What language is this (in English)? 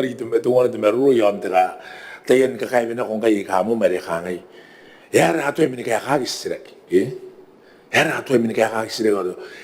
Gilbertese